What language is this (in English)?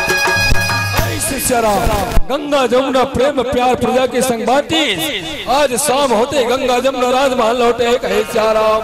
Chhattisgarhi